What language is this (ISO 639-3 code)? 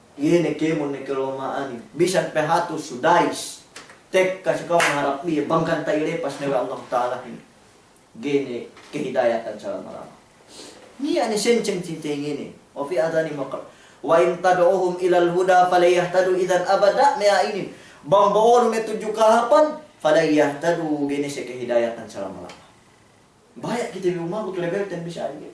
yka